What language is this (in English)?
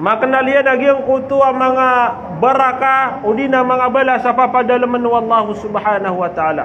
Maranao